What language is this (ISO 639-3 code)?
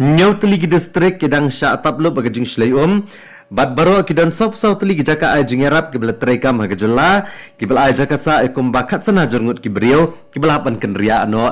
kha